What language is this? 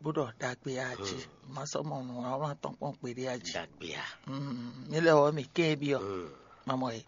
Fon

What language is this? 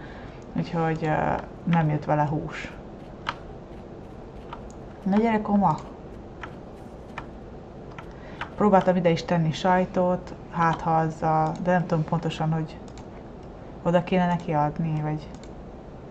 Hungarian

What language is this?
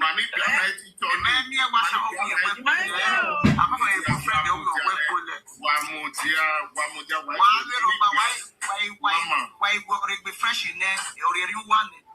Nigerian Pidgin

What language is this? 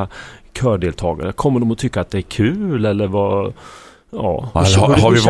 Swedish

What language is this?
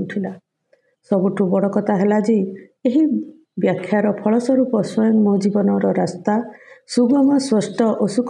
Odia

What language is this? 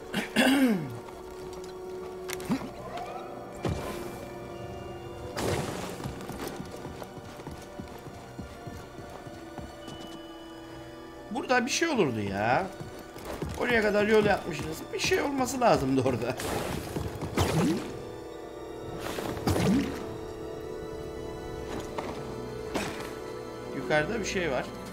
Turkish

